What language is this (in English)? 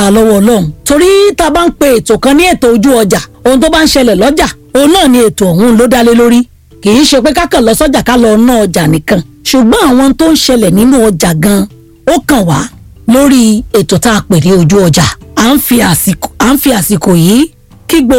Yoruba